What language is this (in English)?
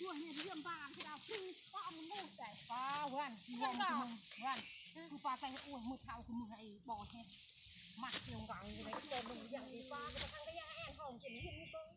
Northeastern Thai